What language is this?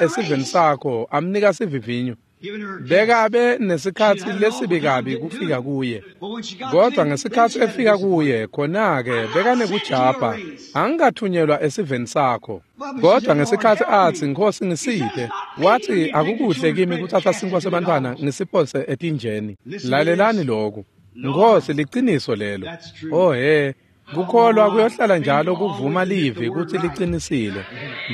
Swati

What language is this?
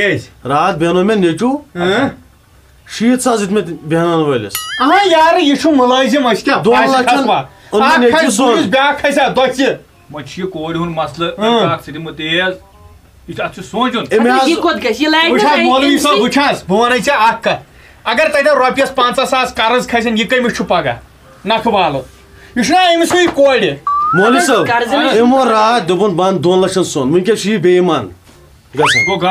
Kashmiri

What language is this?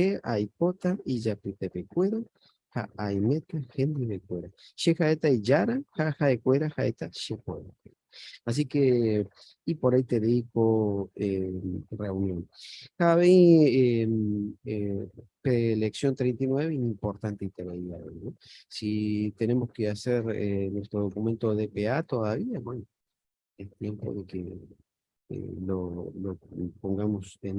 Guarani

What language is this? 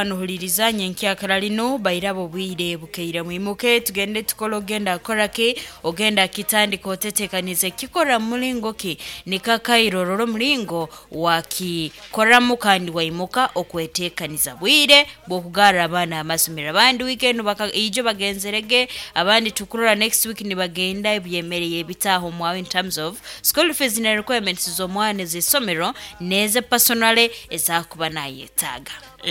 Nyoro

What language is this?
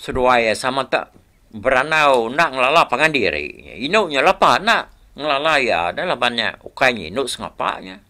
Iban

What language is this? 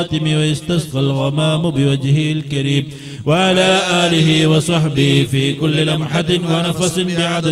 Malayalam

